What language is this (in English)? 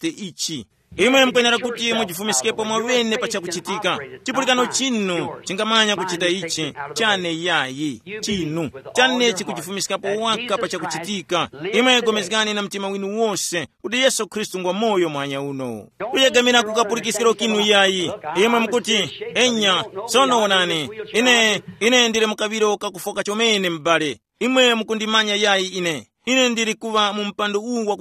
Tumbuka